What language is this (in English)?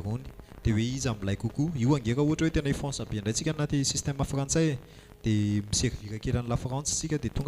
Malagasy